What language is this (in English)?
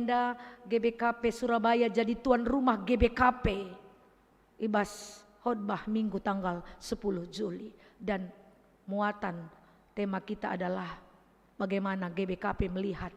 Batak Karo